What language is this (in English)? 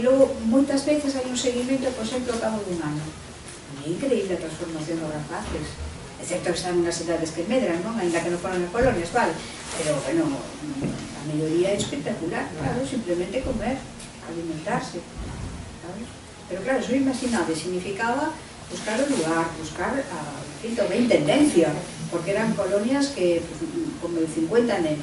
Galician